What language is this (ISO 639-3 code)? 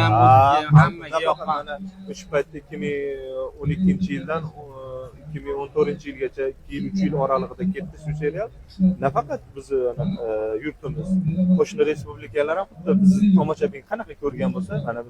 uzb